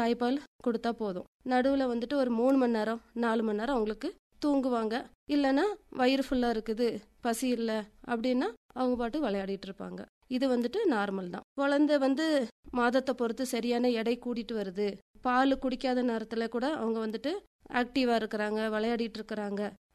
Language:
Tamil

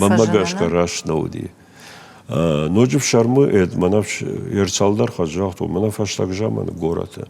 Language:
Ossetic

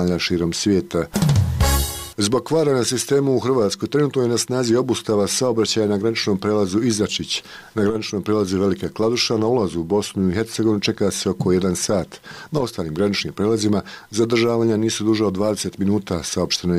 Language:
Bosnian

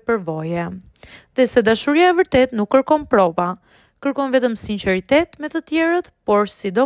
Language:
Albanian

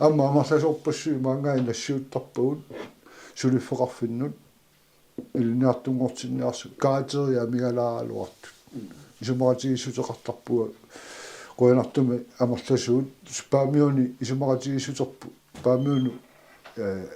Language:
Kalaallisut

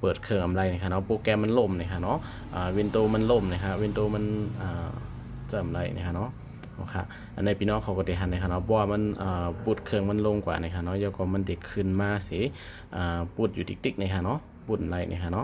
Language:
Shan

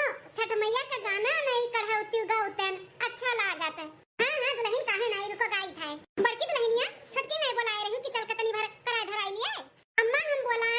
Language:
Awadhi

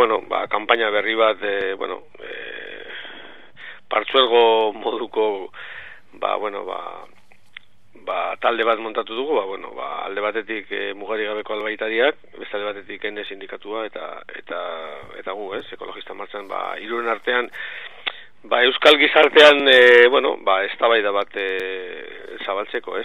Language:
Basque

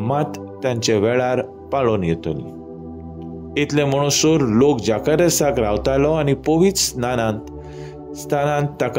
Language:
Konkani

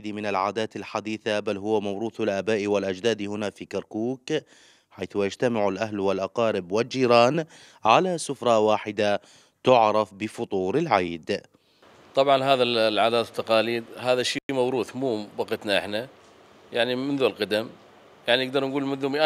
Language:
Mesopotamian Arabic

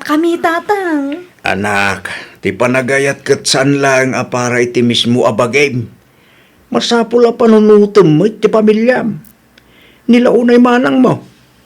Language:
Iloko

